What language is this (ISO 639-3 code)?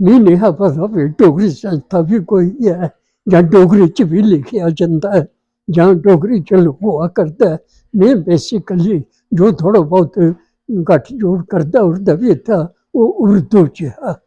doi